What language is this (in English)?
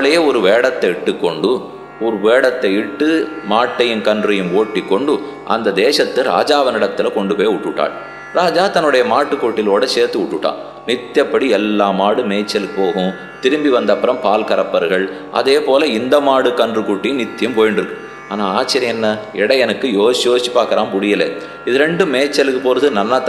Tamil